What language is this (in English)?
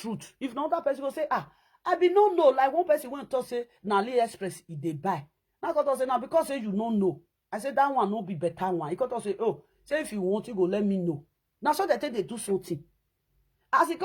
Nigerian Pidgin